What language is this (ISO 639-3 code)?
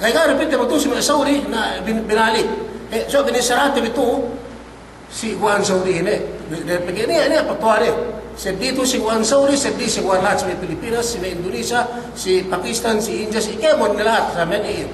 yka